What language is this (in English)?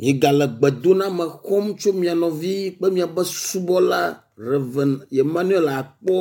Ewe